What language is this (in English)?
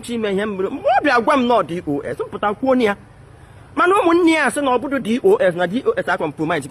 Igbo